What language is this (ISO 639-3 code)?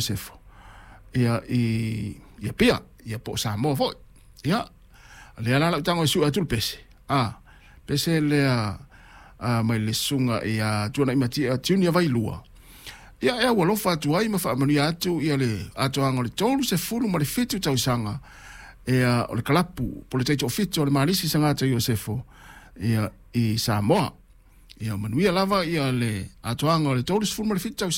smo